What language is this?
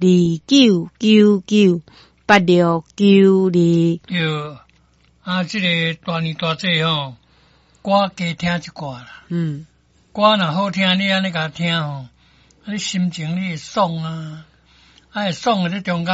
Min Nan Chinese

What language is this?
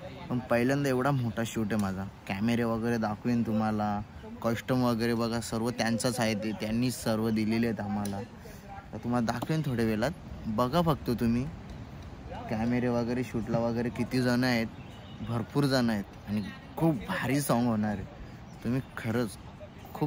Marathi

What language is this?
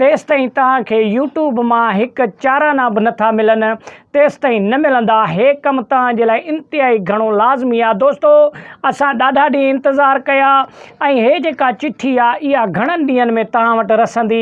Sindhi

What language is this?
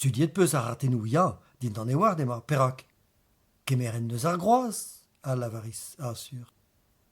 Breton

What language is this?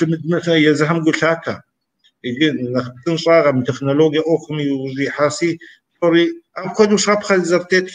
Kabardian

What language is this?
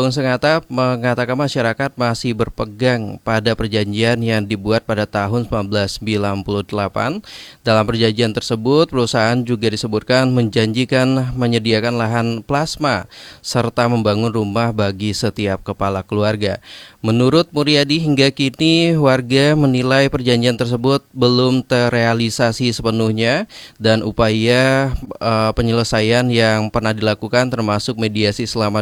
Indonesian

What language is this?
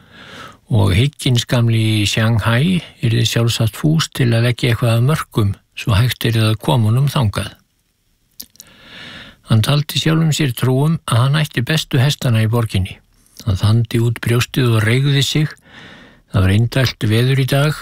Icelandic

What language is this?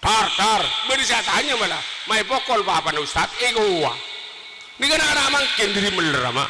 Madurese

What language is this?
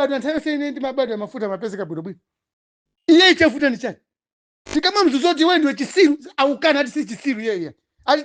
Nyanja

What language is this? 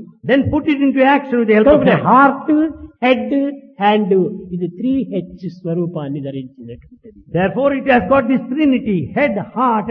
Telugu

